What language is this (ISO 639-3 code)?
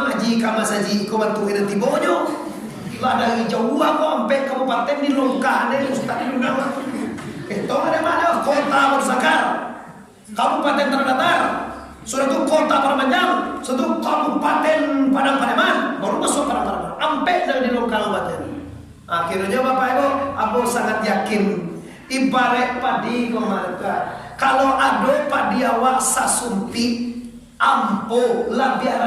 min